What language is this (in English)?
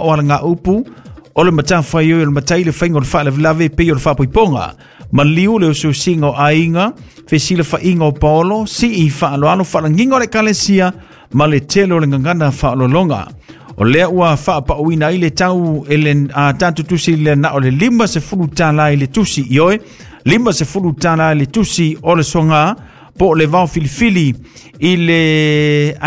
Samoan